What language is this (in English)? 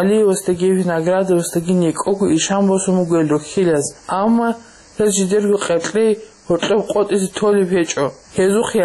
Avaric